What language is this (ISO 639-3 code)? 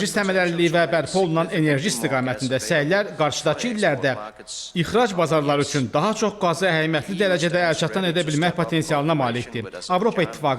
aze